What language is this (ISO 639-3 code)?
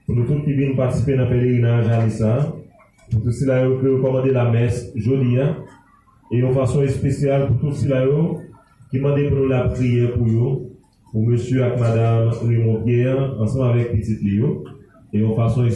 hat